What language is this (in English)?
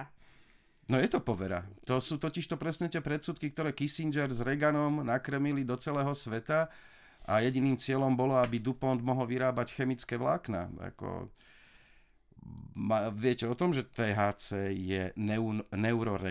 Slovak